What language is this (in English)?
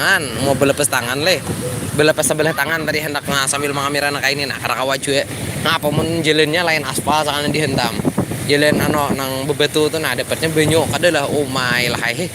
Banjar